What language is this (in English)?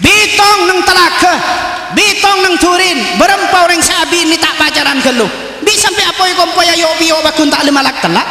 Madurese